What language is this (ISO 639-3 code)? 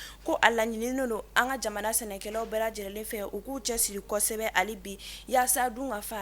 bam